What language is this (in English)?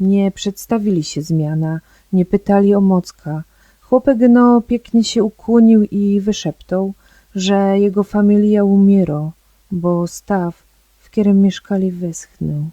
Silesian